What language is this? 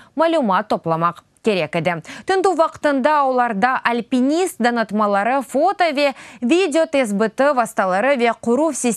Crimean Tatar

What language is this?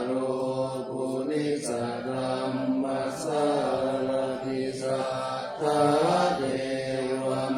Pali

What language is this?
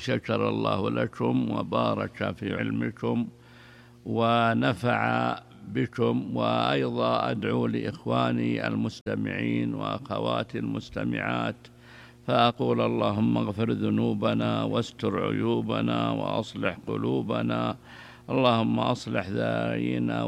Arabic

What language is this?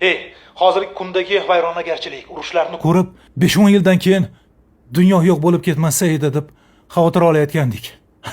Uzbek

